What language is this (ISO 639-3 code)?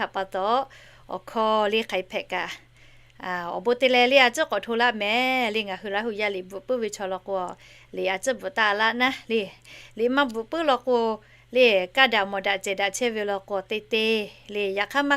lhu